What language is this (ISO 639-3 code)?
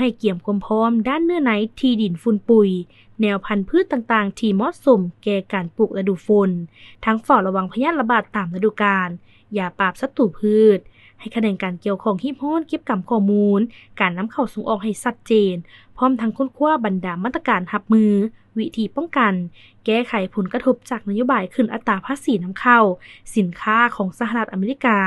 lao